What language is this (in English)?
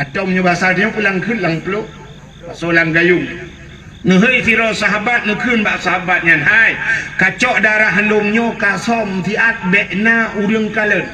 Achinese